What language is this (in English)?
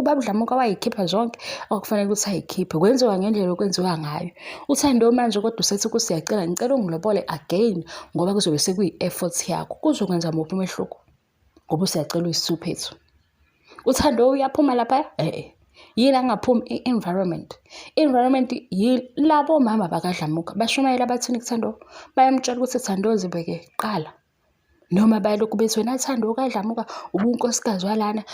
Zulu